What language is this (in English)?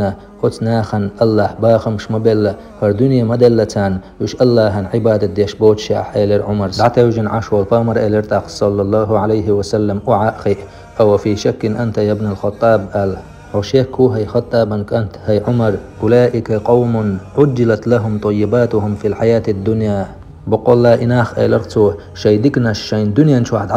Chechen